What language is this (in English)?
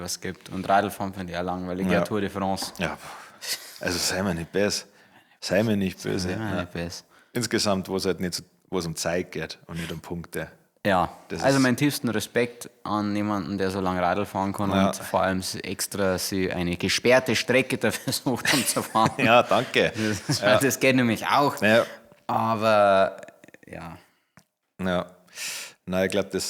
Bavarian